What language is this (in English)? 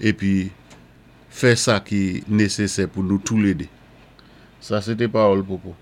Saint Lucian Creole French